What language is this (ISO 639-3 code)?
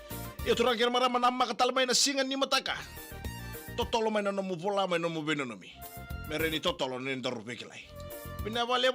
fij